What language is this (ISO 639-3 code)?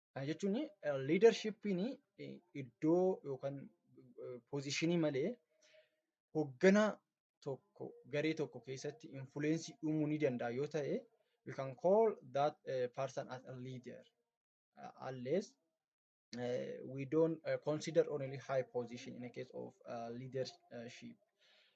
orm